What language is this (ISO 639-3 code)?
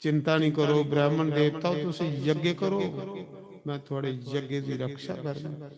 doi